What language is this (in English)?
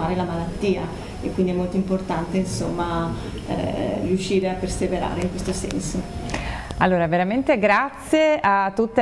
Italian